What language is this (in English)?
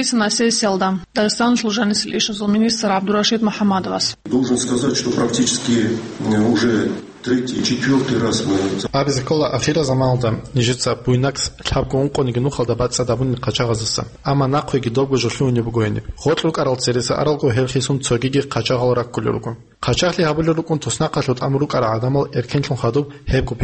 Avaric